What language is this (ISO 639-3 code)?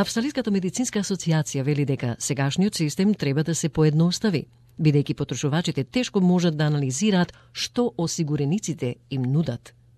mkd